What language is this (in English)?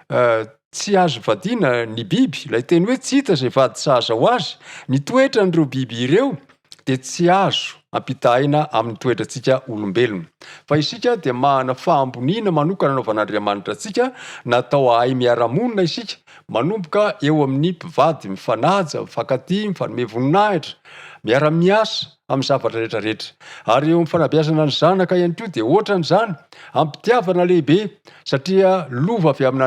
Malagasy